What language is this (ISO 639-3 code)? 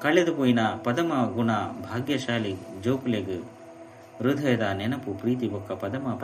tcy